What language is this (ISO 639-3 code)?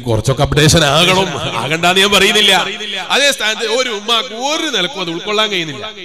mal